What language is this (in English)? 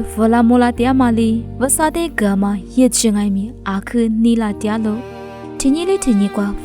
Lisu